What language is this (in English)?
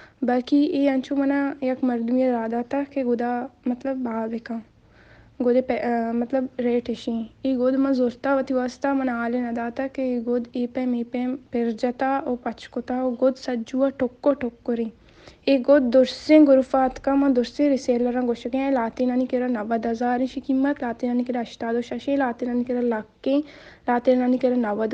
Baluchi